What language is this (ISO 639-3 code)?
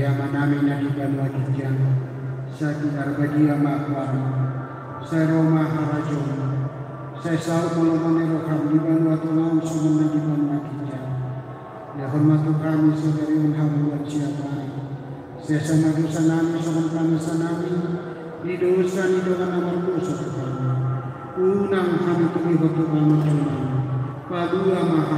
bbc